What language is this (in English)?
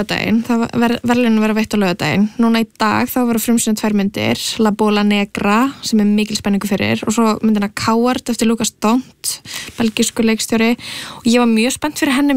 Icelandic